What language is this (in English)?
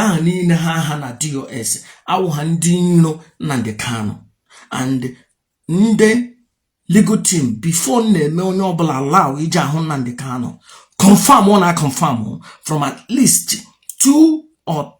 Igbo